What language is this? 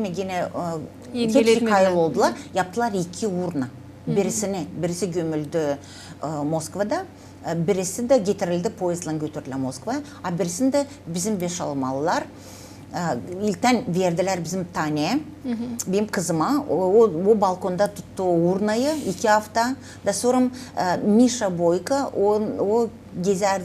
Gagauz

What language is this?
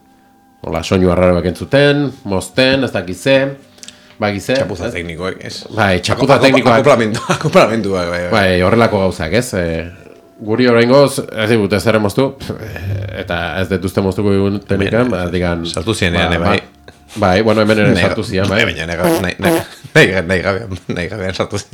Basque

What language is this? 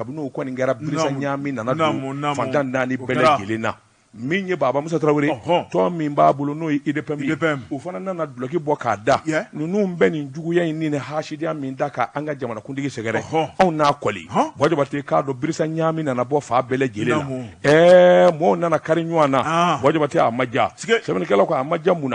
Bambara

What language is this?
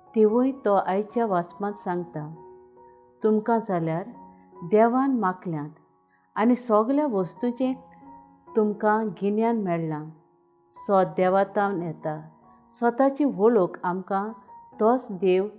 Konkani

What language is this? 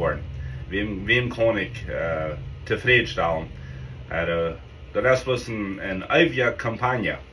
Plautdietsch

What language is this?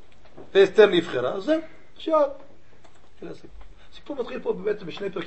Hebrew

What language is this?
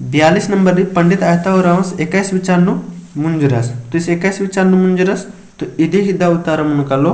Kurukh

